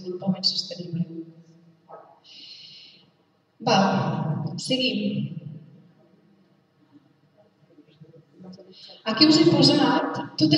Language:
Catalan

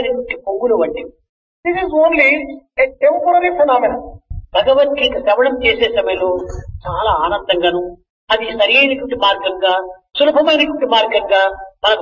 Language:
Telugu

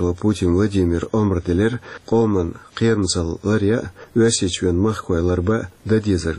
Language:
Chechen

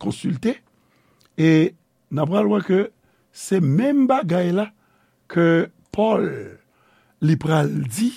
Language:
Haitian Creole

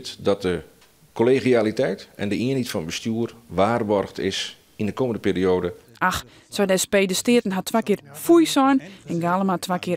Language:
Western Frisian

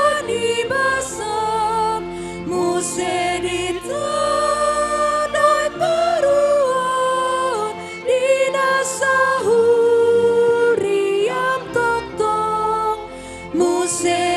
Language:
Batak Toba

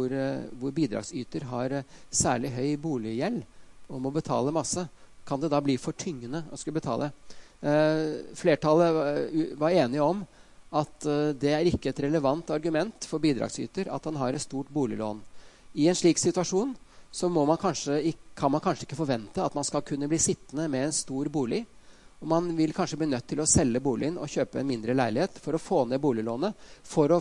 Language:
Norwegian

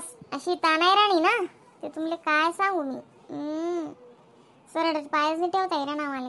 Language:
Khandesi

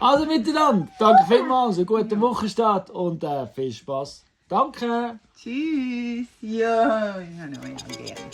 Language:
Swiss German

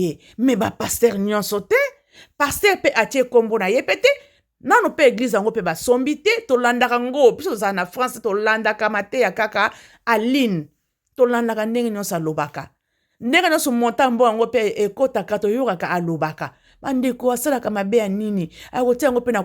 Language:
Lingala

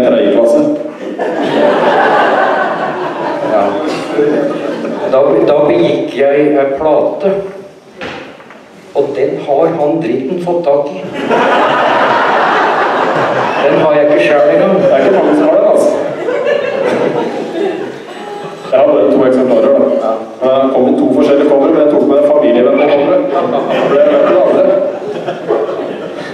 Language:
Norwegian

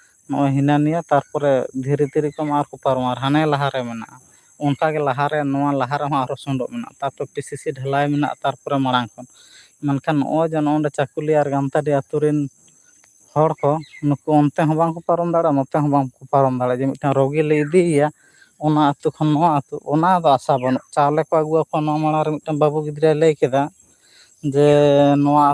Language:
Santali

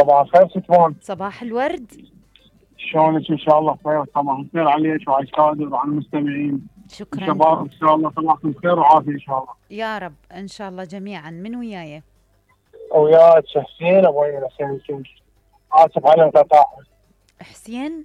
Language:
Mesopotamian Arabic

